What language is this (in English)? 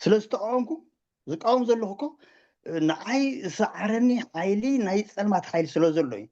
Tigrinya